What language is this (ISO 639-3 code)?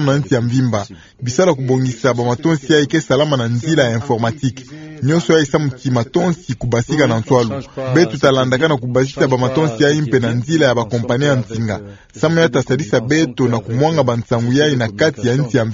ktu